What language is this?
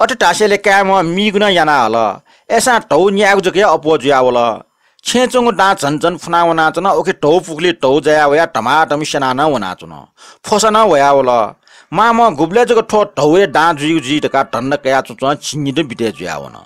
Newari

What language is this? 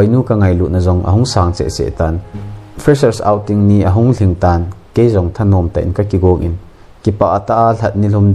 Thado Chin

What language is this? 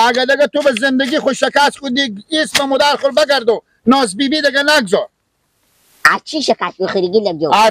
Persian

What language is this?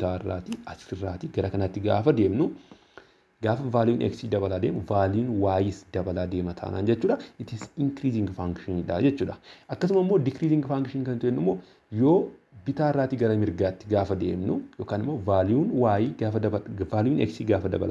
Oromo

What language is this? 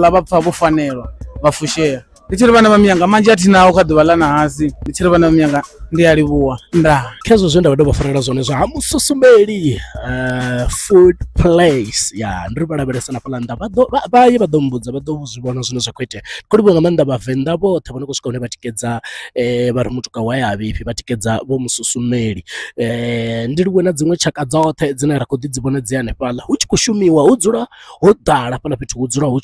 Venda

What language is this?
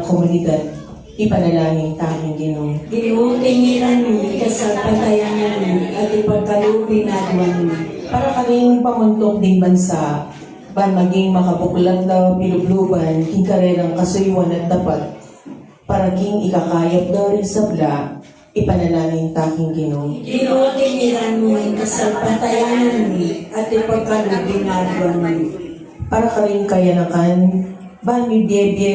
Pampanga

